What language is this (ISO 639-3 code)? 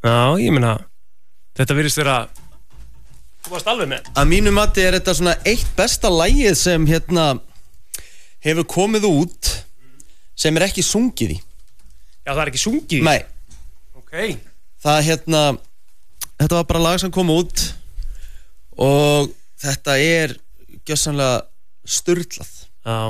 isl